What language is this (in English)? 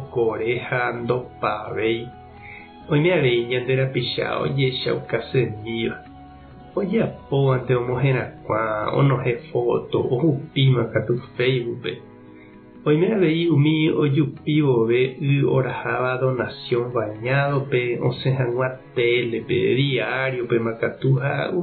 Guarani